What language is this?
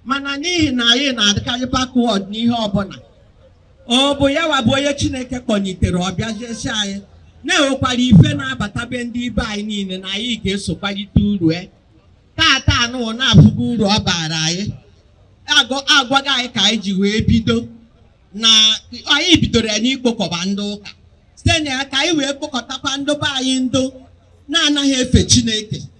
Igbo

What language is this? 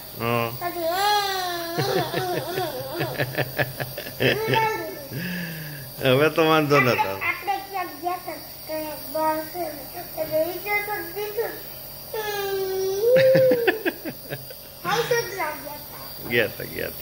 Gujarati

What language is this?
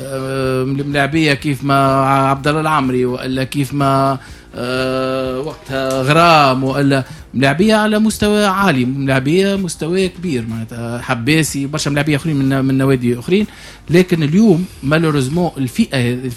Tunisian Arabic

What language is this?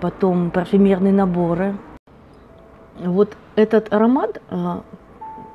Russian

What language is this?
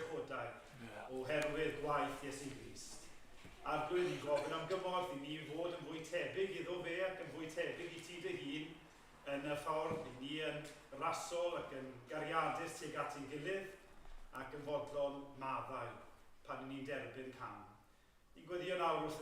Welsh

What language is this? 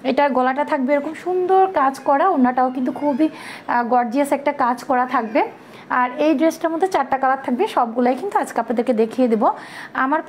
Bangla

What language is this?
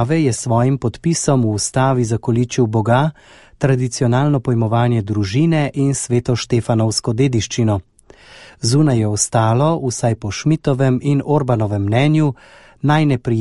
Slovenian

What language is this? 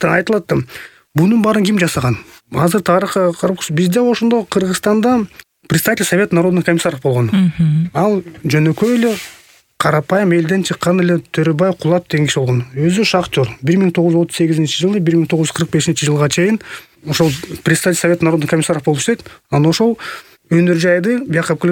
Kyrgyz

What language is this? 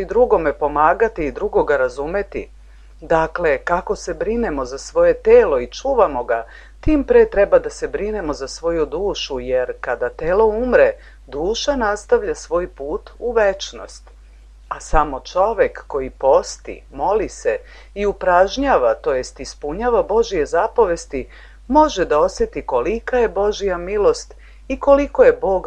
Serbian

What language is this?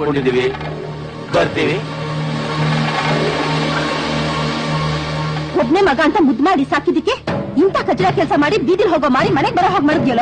Kannada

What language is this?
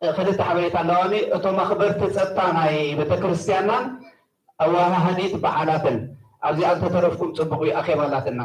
Tigrinya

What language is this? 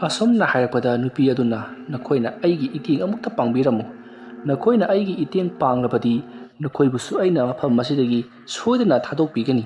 Manipuri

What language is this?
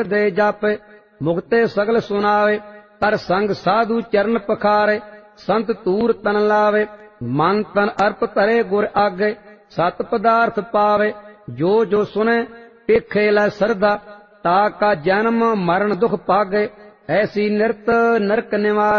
Punjabi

